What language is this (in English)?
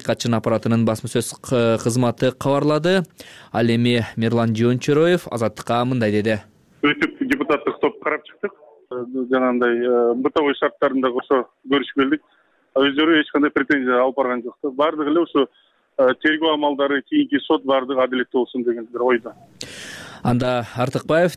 Kyrgyz